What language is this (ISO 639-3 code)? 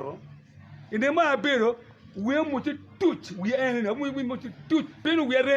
ach